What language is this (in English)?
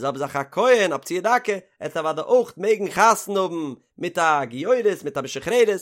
Yiddish